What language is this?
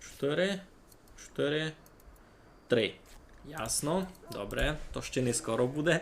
Rusyn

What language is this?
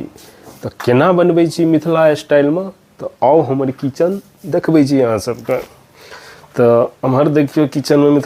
Maithili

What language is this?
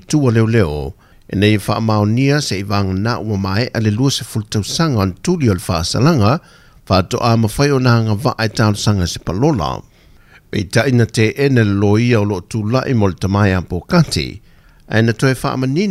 Samoan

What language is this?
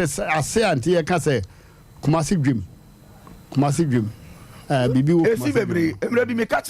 Akan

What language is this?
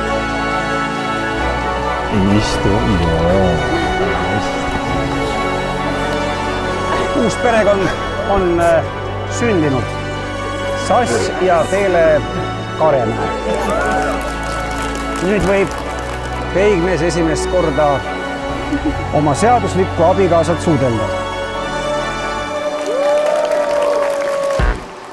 Estonian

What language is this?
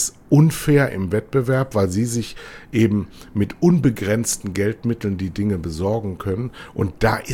German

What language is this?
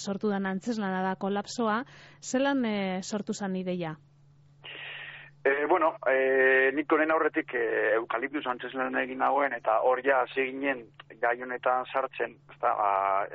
Basque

